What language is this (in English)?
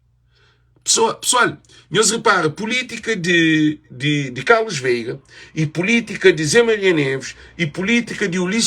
Kabuverdianu